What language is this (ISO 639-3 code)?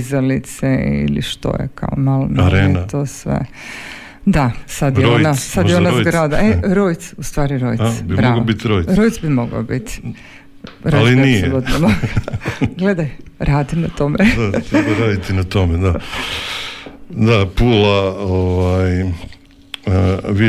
hrv